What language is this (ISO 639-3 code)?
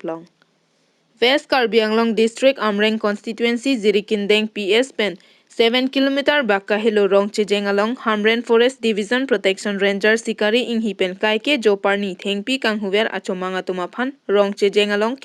mjw